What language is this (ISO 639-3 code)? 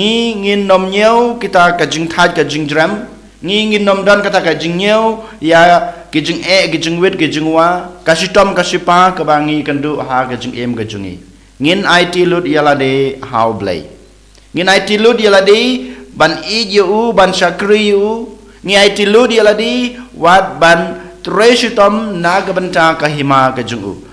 kha